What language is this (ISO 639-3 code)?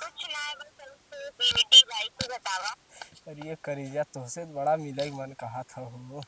awa